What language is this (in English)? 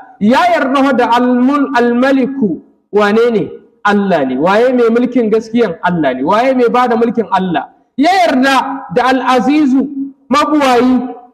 Hausa